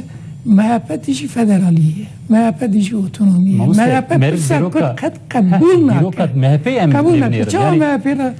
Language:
Kurdish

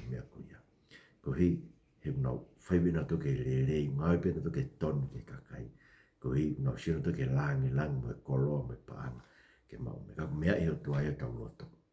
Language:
Tongan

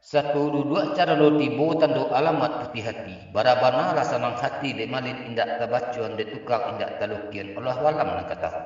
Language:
Minangkabau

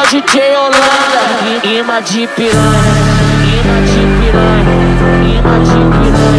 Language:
Portuguese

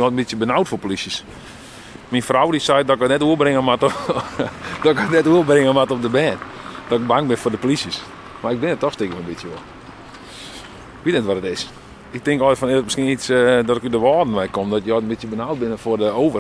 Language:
Western Frisian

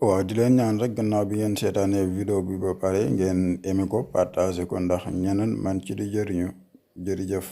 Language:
Wolof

